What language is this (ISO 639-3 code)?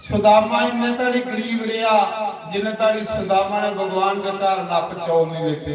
doi